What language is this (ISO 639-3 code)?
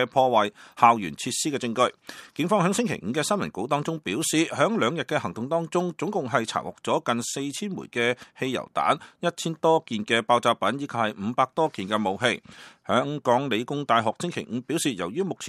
yue